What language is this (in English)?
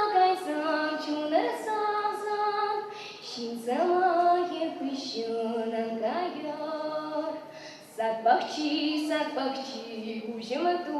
Chuvash